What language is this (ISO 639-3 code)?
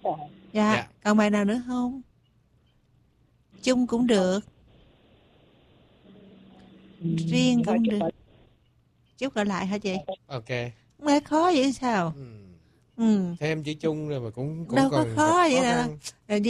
vie